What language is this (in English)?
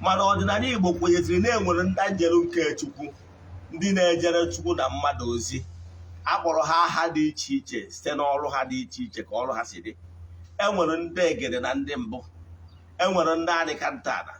Igbo